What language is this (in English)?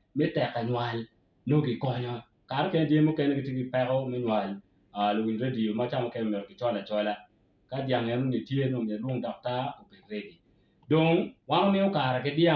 Acoli